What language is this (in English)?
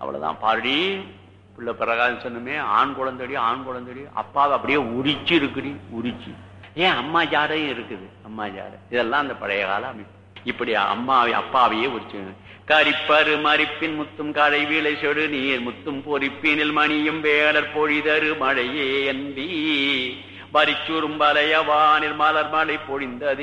Tamil